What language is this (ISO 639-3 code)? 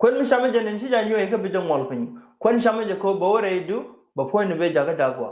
nus